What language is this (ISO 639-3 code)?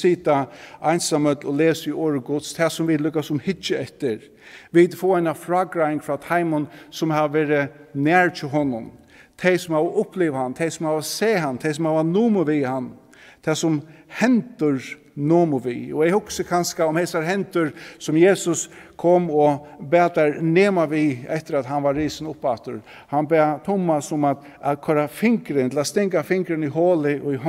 fao